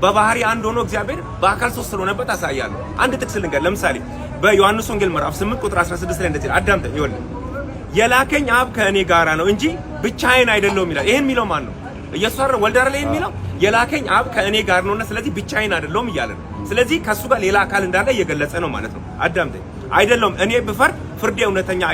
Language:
Amharic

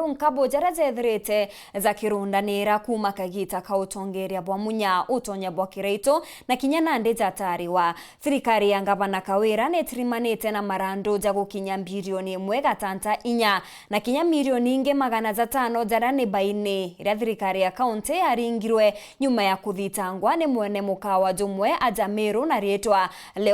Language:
Meru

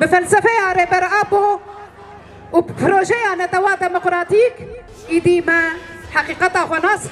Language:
Kurdish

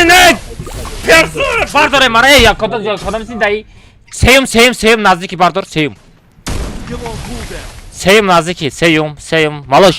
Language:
Tajik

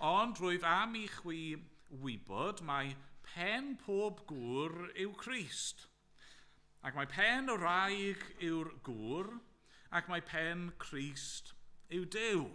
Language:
Welsh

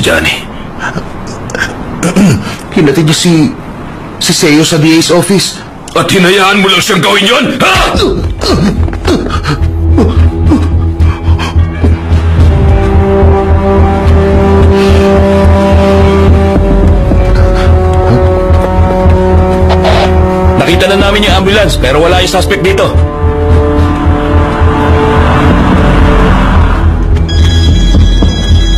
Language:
Filipino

